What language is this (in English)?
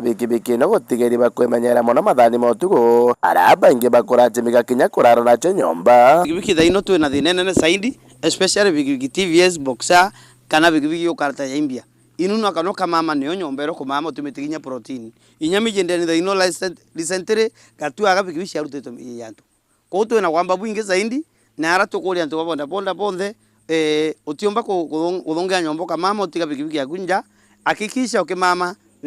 Meru